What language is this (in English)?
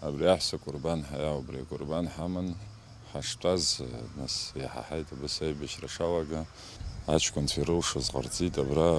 Abkhazian